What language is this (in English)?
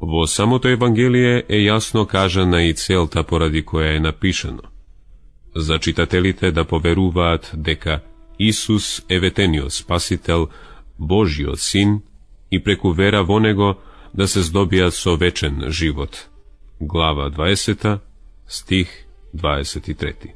Macedonian